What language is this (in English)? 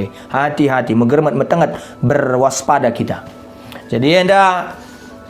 Batak Karo